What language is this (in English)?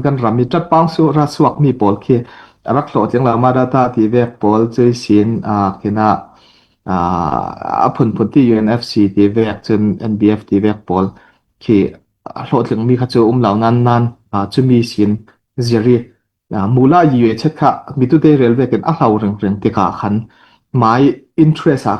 Falam Chin